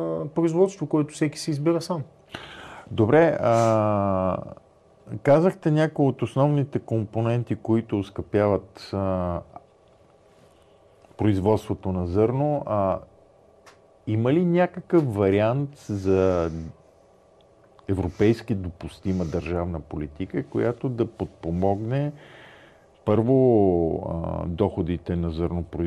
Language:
Bulgarian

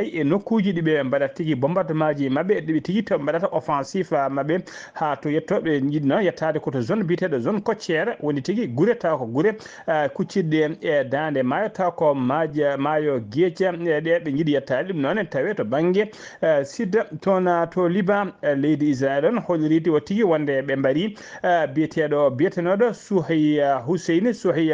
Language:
Fula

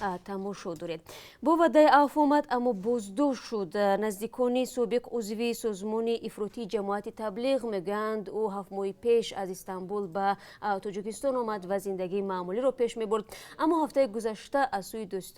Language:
Tajik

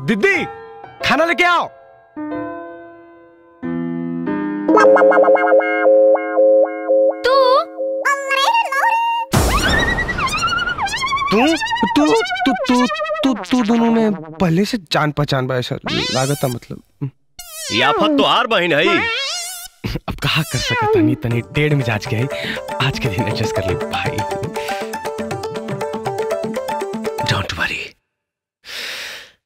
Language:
Bhojpuri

